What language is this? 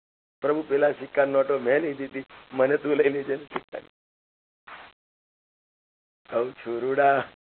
Gujarati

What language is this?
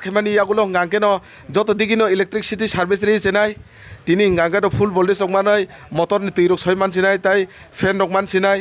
Kok Borok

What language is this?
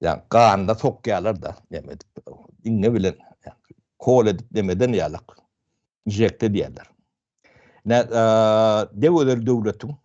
Turkmen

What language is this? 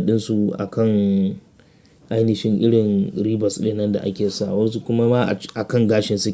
Hausa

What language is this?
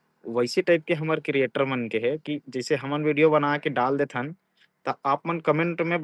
Chhattisgarhi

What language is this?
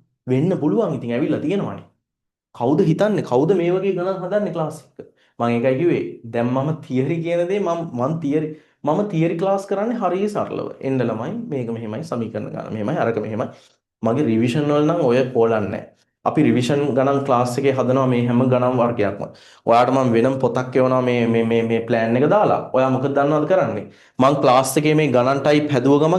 Sinhala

